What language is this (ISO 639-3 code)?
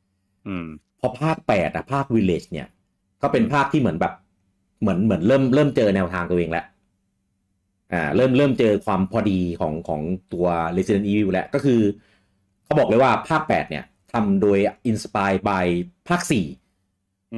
tha